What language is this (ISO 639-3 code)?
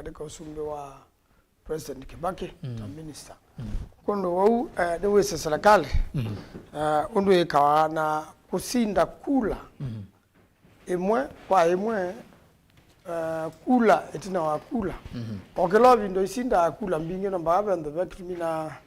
kam